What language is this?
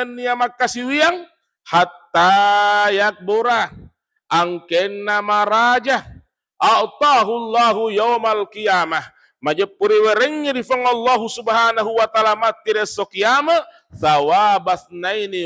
Buginese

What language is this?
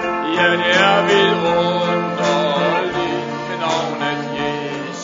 Danish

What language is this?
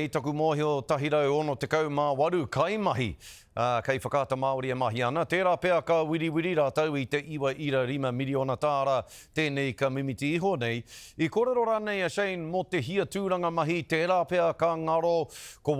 Māori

